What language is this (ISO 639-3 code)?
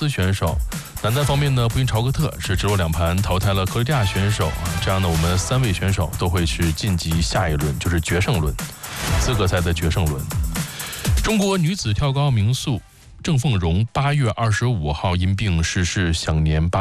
zho